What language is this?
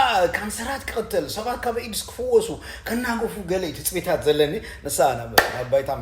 Tigrinya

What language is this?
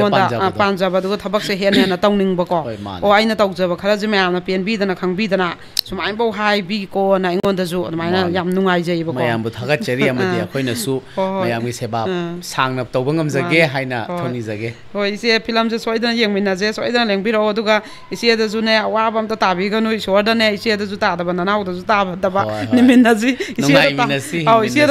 Manipuri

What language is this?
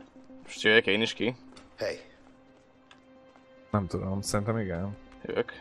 Hungarian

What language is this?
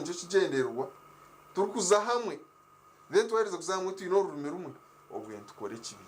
Nyankole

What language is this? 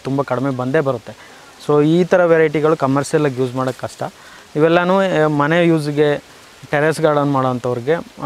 Kannada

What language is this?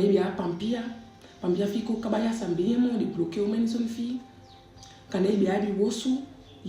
Saramaccan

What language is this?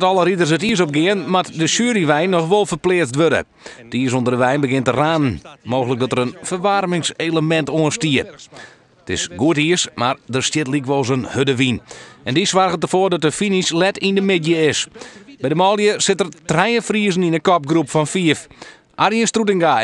Western Frisian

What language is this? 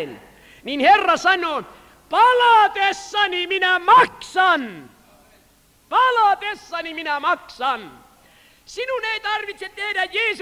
Finnish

